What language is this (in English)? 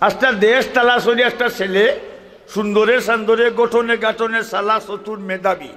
Sylheti